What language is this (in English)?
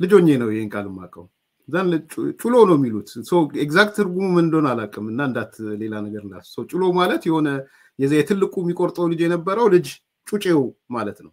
Amharic